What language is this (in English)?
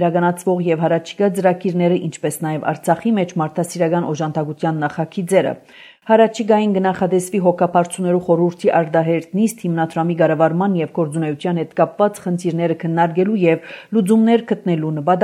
Armenian